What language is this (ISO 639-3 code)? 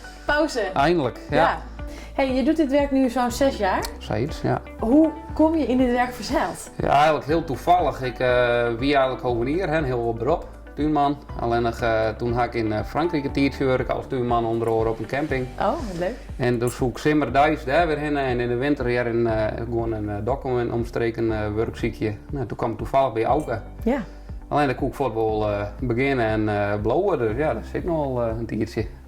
fry